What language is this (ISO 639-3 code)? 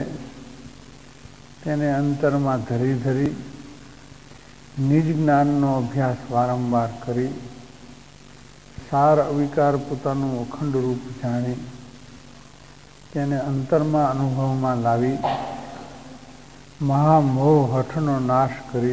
guj